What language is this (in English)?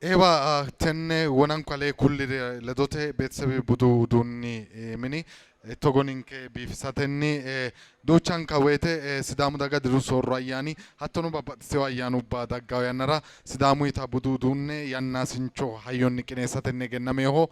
Sidamo